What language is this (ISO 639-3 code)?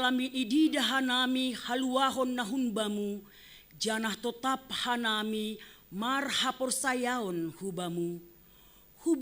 bts